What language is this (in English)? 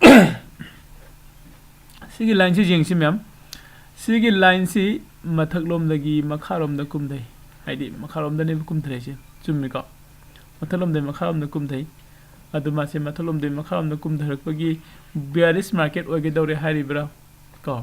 Manipuri